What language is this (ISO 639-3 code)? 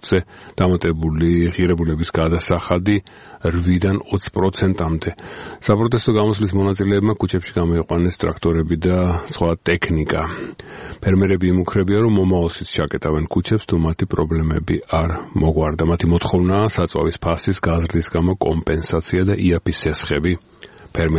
kat